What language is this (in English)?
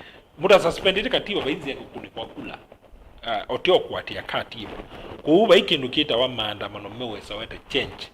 Kamba